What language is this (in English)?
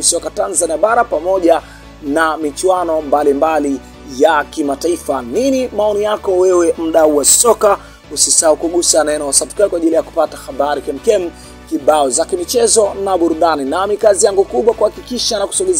Swahili